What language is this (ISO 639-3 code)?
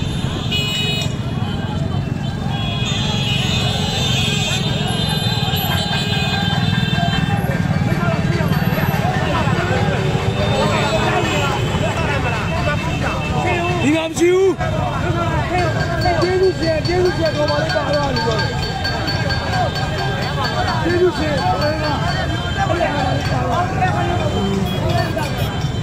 mya